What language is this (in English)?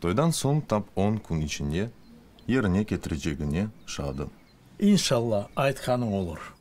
Crimean Tatar